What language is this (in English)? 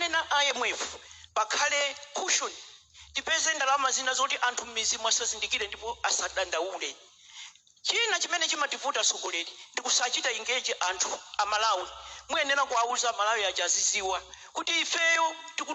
Nyanja